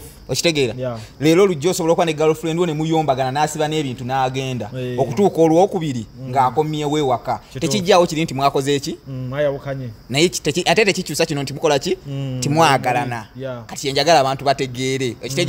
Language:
Ganda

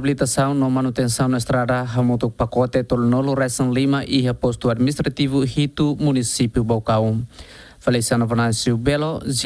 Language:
Tetum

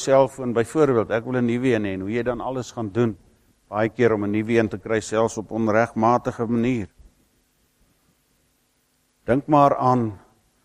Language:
Afrikaans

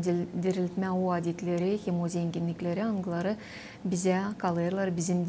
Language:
Gagauz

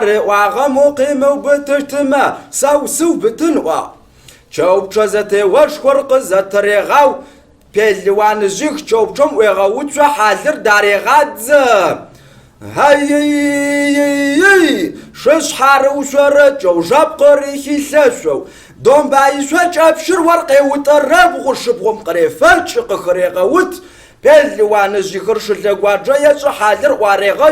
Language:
Kabardian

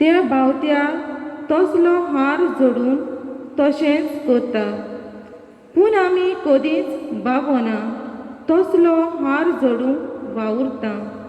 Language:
Konkani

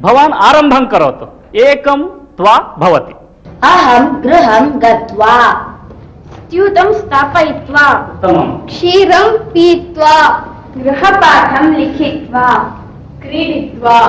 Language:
Sanskrit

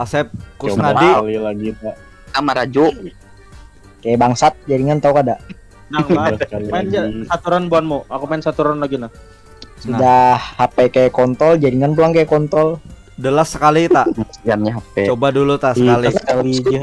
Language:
Banjar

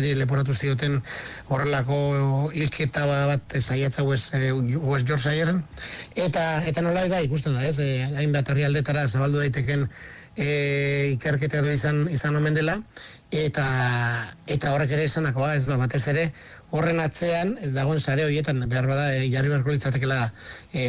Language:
Basque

